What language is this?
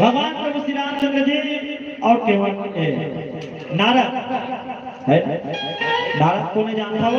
Chhattisgarhi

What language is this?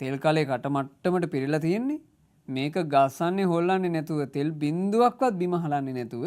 Sinhala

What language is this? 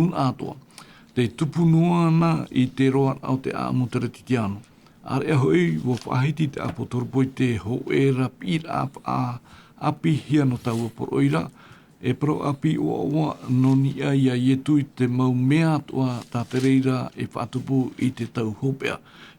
Tahitian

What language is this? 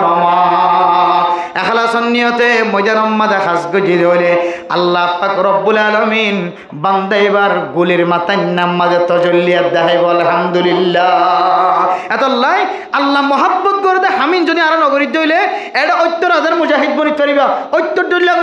Rohingya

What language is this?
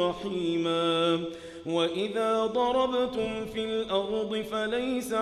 Arabic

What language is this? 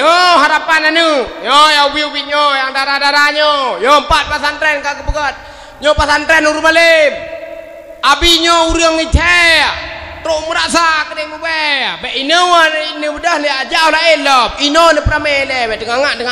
Achinese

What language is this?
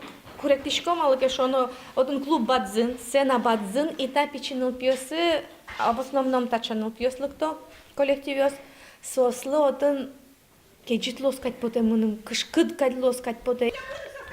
Udmurt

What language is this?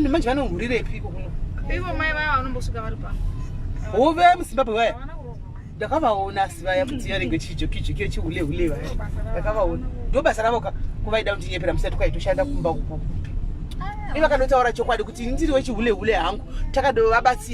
Shona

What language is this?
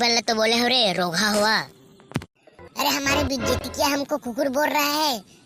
Chhattisgarhi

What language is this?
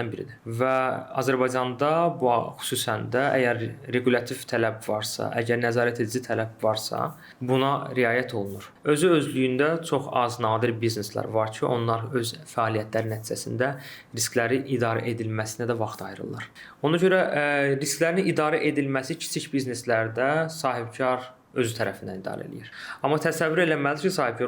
Azerbaijani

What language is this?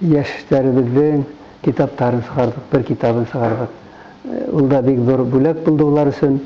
Bashkir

